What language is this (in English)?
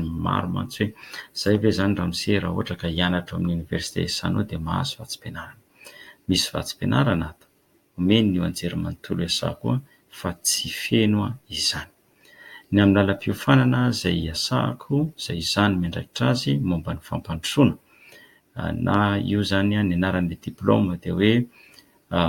Malagasy